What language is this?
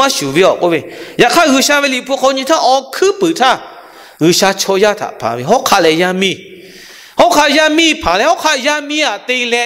Lahu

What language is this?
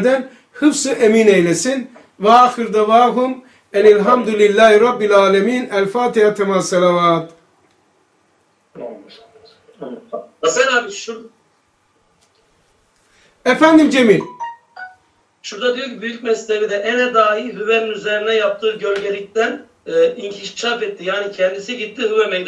Turkish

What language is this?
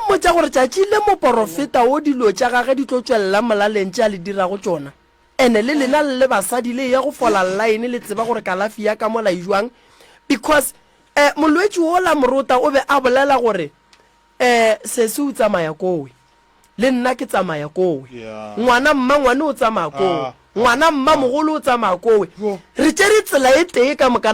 Northern Sotho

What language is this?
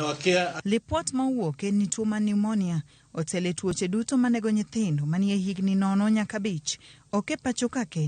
Luo (Kenya and Tanzania)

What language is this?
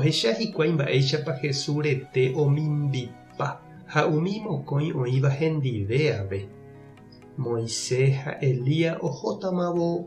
Guarani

